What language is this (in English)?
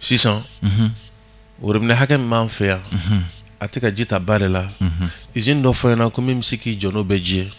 Bambara